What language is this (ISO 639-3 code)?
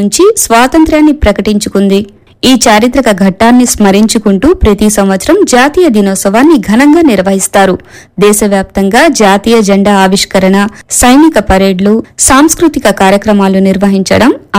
tel